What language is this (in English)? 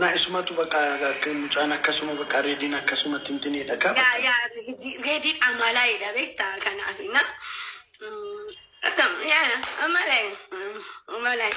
Oromo